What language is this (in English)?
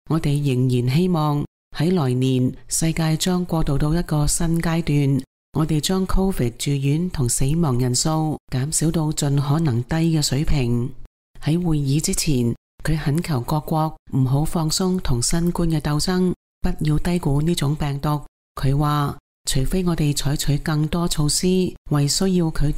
Cantonese